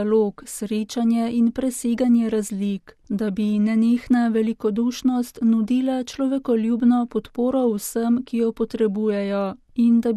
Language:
Slovenian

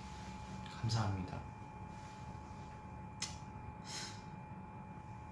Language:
Korean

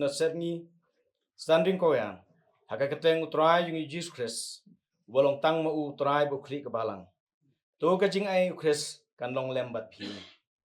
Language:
Khasi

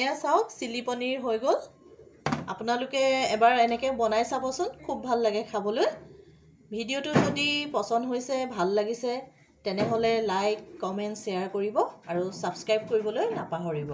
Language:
Assamese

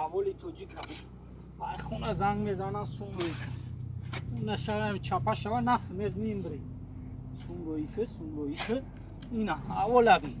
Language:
Tajik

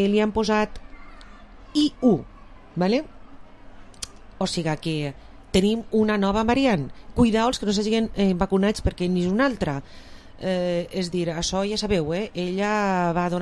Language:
Catalan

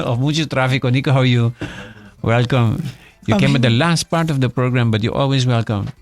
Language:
Papiamento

